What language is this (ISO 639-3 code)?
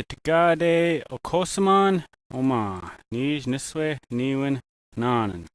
oji